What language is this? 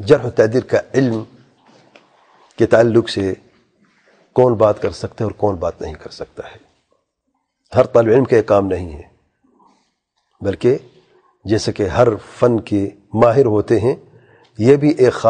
Urdu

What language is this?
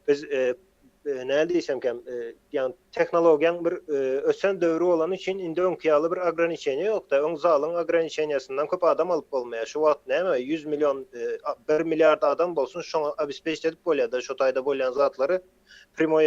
Turkmen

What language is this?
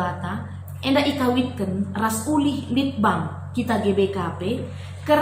Batak Karo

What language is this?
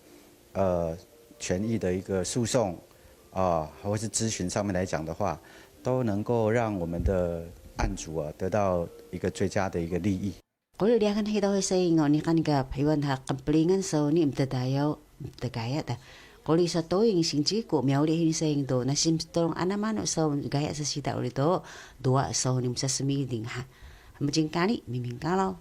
Taroko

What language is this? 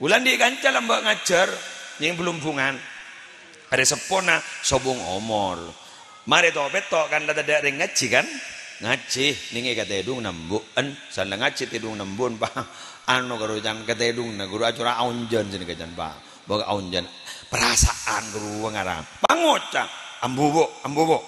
Madurese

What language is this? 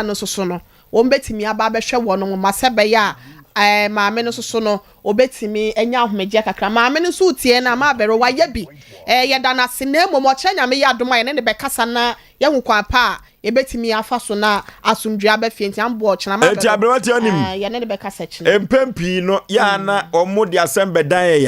Akan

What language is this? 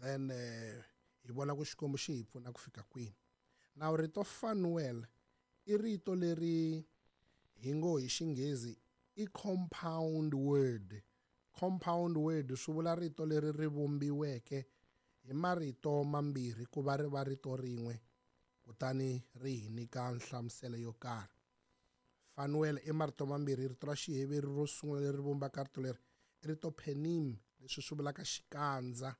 Tsonga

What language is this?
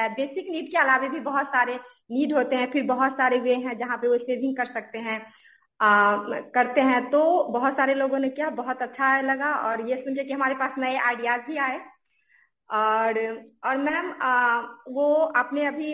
Hindi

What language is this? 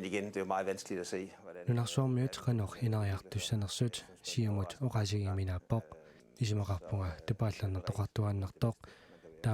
Kalaallisut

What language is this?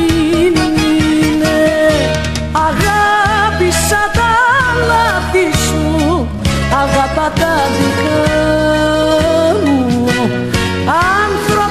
Greek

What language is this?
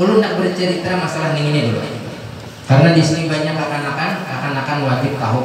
Banjar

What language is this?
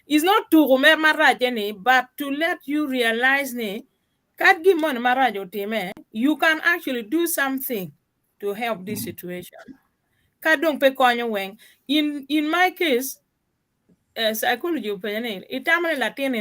Acoli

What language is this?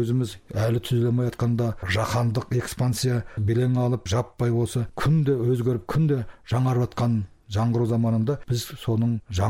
Kazakh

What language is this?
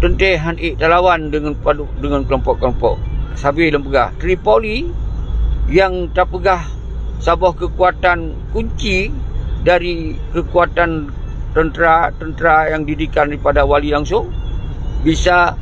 Achinese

